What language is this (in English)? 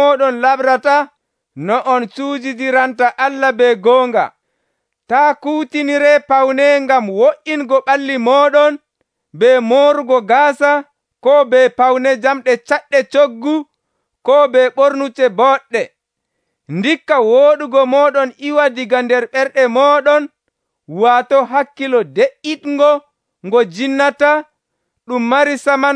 Nigerian Fulfulde